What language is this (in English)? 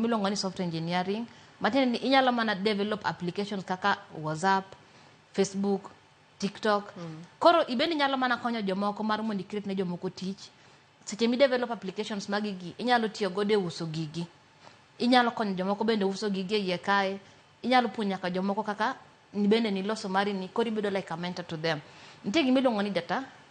Luo (Kenya and Tanzania)